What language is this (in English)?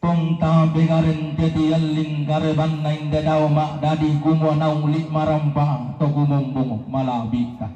Toraja-Sa'dan